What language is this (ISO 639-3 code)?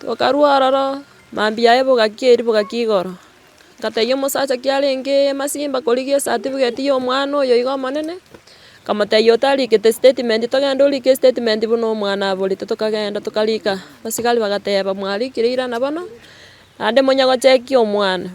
guz